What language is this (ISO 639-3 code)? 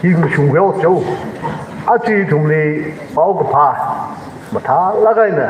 nmf